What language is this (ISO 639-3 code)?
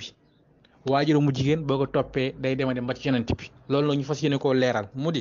wol